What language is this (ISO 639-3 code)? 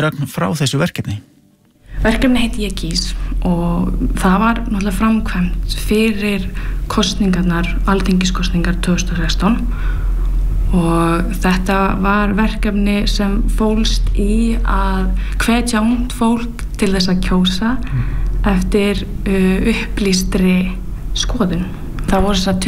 isl